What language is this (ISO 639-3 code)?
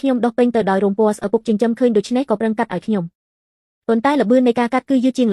khm